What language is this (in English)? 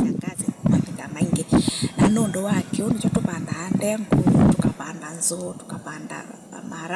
Kamba